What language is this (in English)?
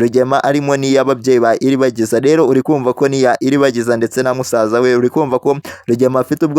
Kinyarwanda